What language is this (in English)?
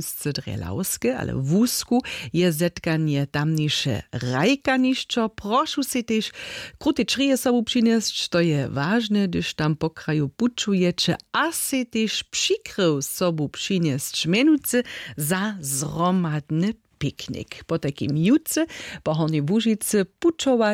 Upper Sorbian